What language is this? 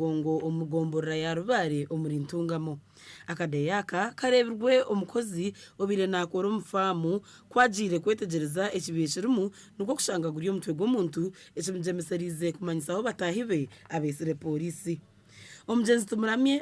Nyankole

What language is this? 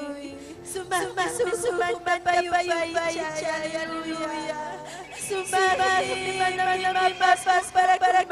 Ayacucho Quechua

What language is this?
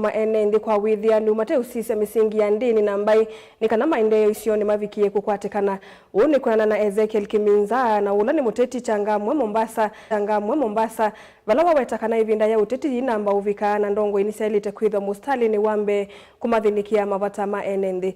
Kamba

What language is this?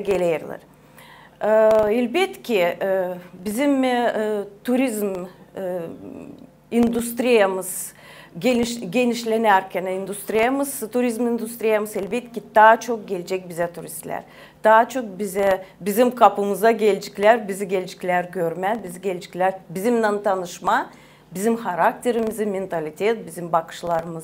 Gagauz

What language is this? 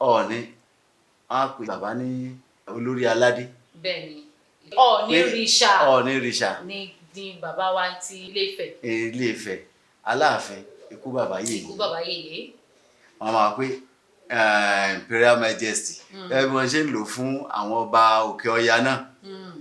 Yoruba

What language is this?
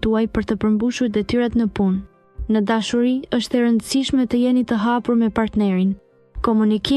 Albanian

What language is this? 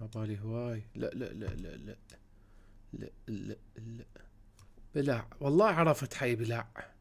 Mesopotamian Arabic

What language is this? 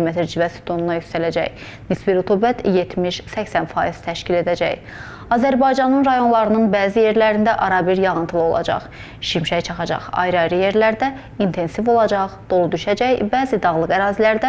Azerbaijani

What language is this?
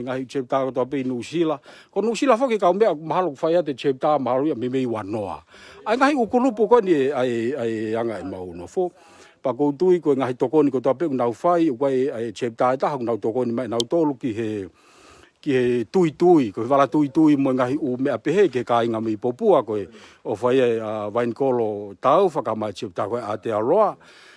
Tongan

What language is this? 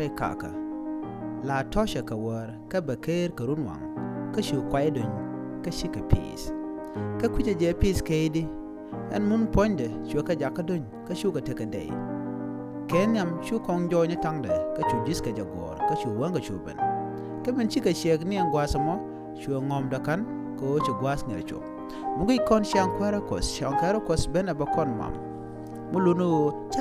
Nuer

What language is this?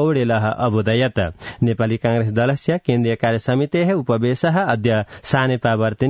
Sanskrit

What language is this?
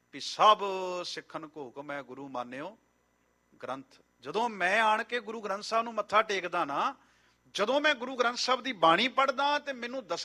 Punjabi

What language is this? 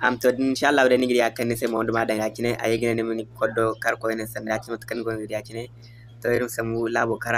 Zarma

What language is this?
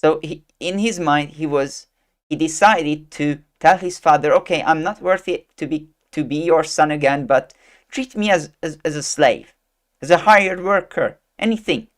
English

